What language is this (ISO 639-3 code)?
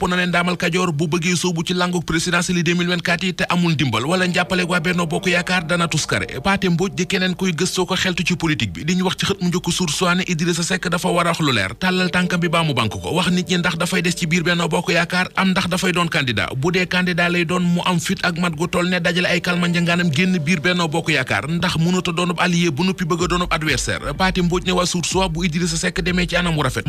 wol